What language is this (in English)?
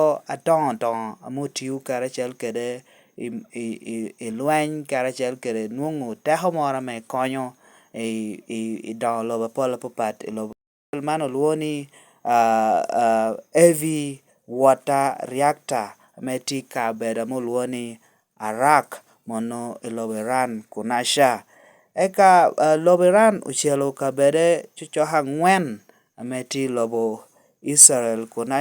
Lango (Uganda)